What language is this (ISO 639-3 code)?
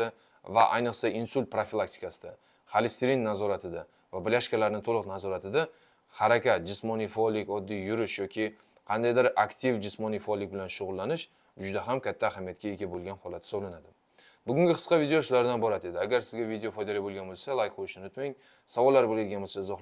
uzb